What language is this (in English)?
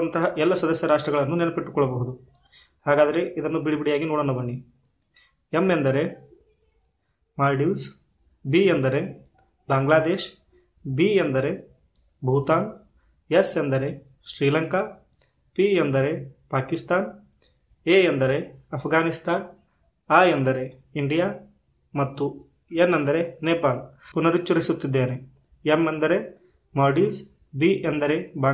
Kannada